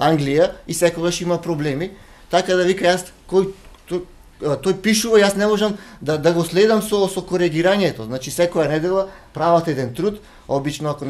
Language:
Macedonian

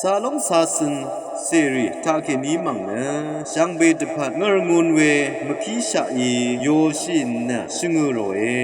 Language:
Rawang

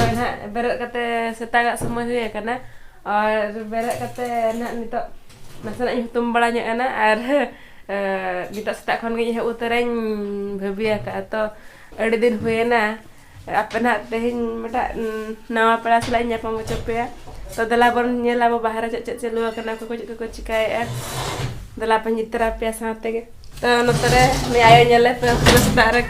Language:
Santali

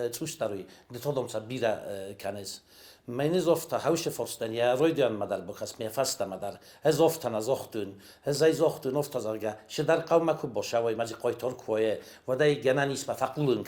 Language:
Ossetic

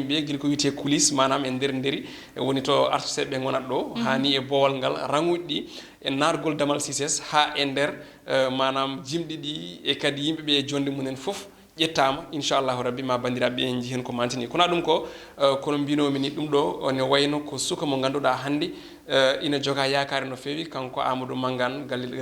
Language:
Fula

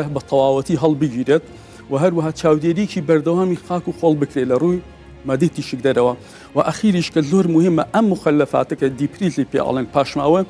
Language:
Central Kurdish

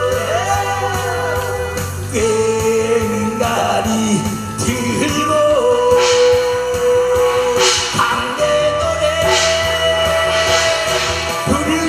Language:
Korean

